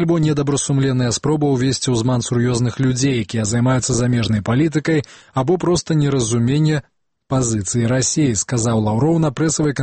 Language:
Belarusian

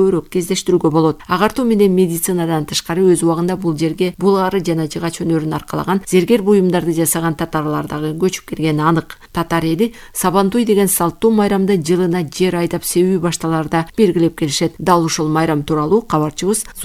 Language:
Kyrgyz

